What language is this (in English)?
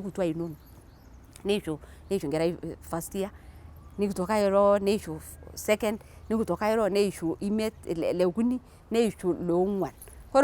Masai